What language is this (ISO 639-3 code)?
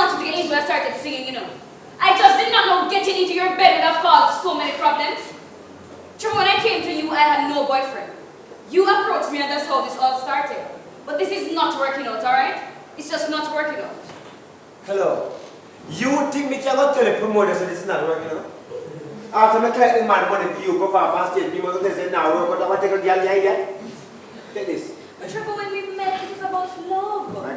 jam